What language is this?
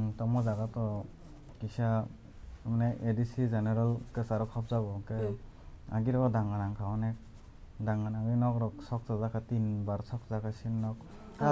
Kok Borok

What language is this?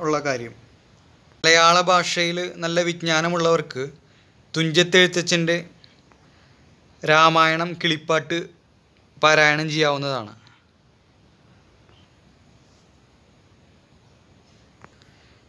Malayalam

